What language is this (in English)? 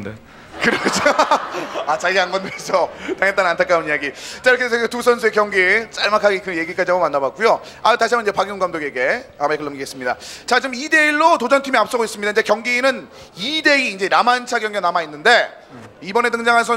Korean